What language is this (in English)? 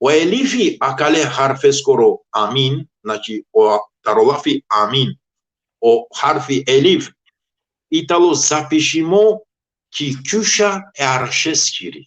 Balkan Romani